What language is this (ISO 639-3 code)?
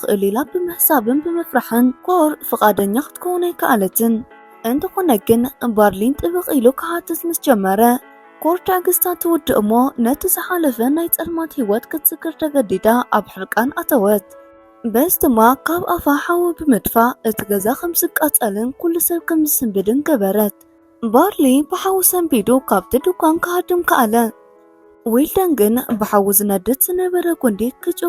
tir